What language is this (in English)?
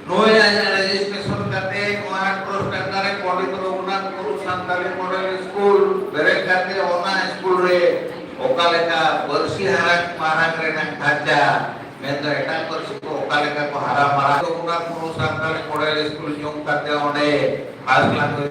Santali